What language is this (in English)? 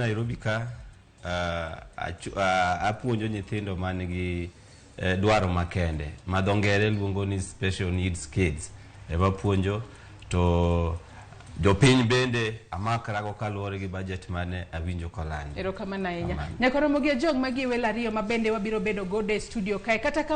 Luo (Kenya and Tanzania)